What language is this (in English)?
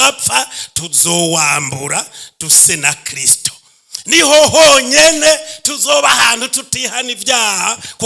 Rundi